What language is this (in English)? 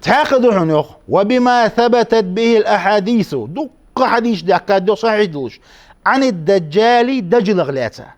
Ingush